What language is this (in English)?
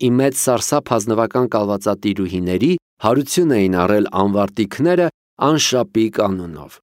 Armenian